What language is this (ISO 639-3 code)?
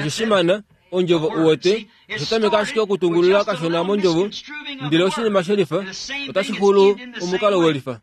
kua